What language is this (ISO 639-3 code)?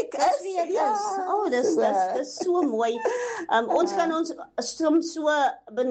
afr